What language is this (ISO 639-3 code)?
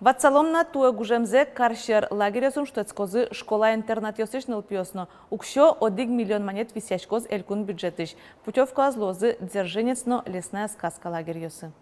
udm